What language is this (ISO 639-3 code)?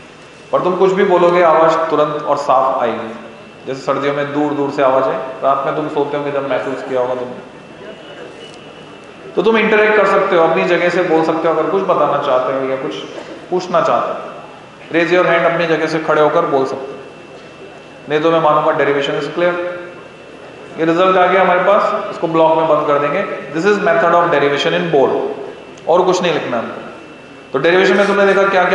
hin